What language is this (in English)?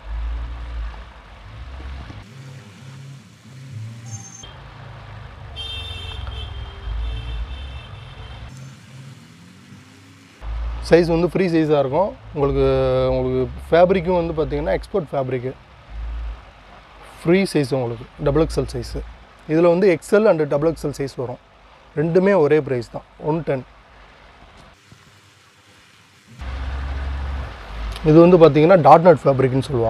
Tamil